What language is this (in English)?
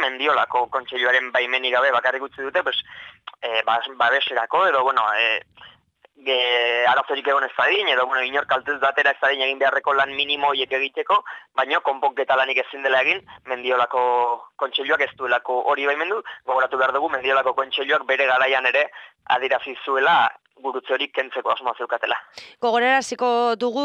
Basque